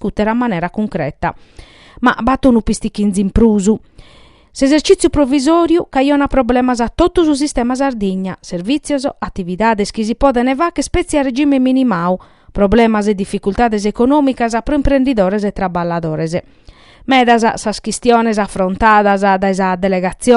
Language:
Sardinian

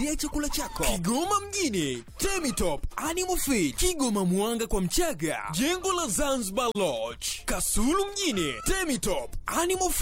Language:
Swahili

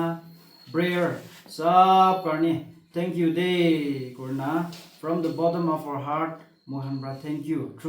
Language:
Naga Pidgin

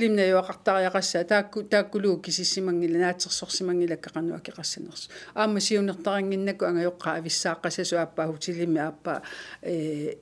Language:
Kalaallisut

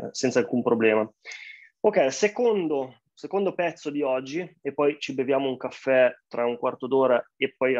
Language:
Italian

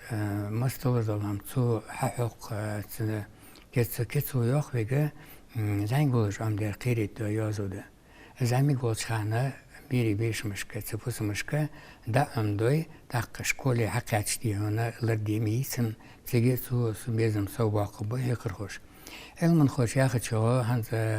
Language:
Ingush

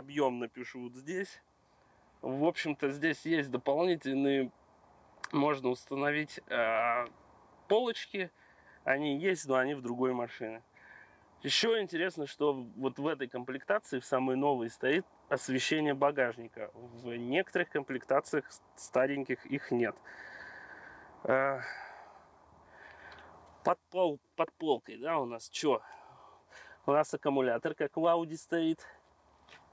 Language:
Russian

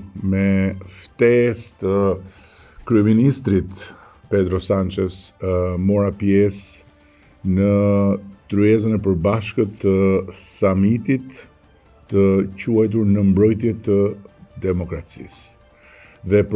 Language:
Albanian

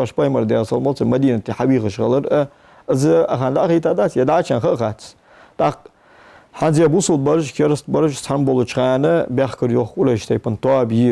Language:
Ingush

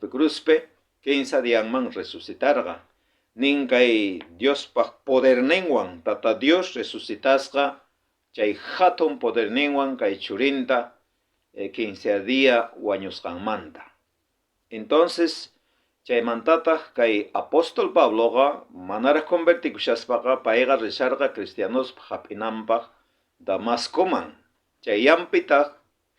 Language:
South Bolivian Quechua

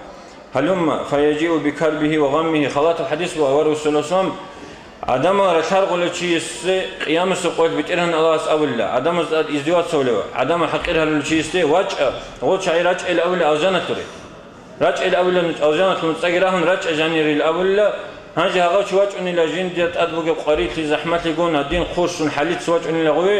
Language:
Avaric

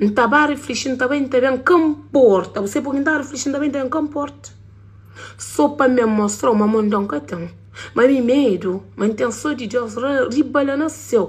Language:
Kabuverdianu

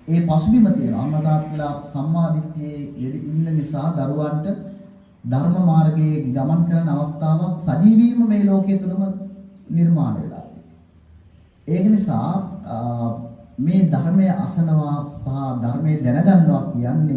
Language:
Sinhala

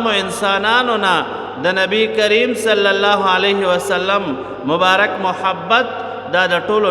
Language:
Pashto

